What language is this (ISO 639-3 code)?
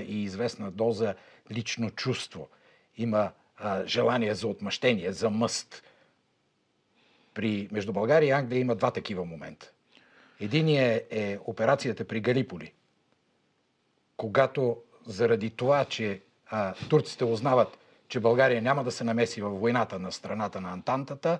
bul